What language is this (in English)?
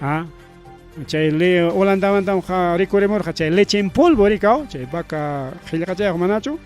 Ayacucho Quechua